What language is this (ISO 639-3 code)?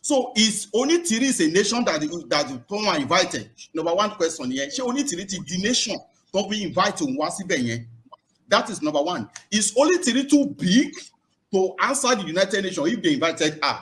yor